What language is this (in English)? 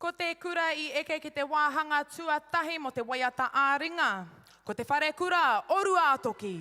Māori